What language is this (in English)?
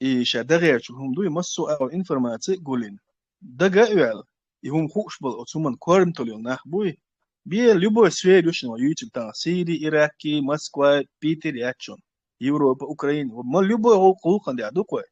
Chechen